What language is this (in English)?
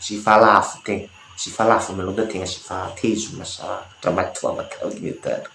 Nias